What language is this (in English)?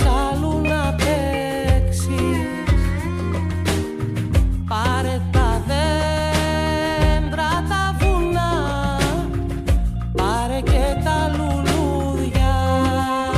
Greek